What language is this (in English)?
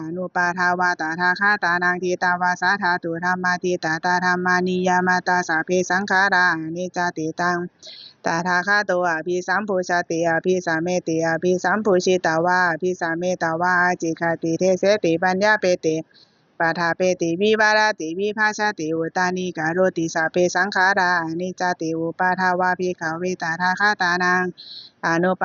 Pali